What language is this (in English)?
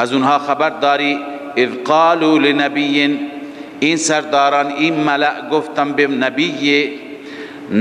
Persian